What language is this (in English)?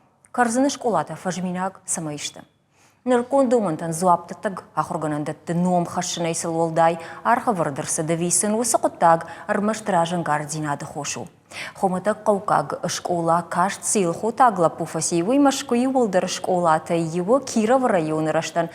Ossetic